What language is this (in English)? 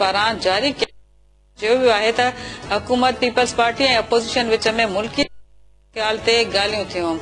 Sindhi